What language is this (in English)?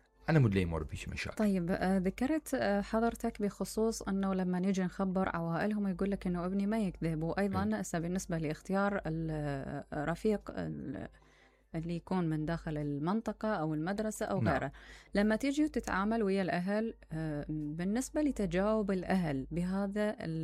Mesopotamian Arabic